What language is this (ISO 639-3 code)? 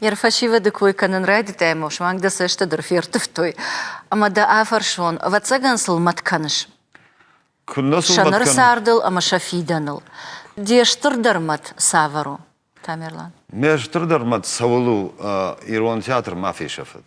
oss